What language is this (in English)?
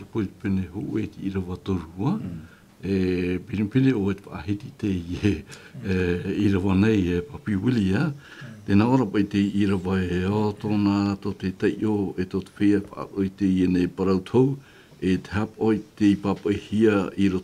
Tahitian